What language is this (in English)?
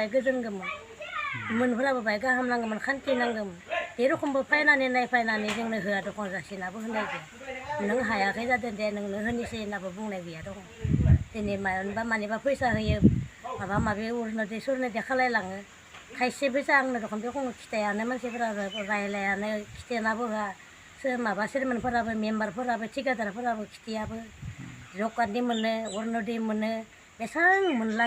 Bodo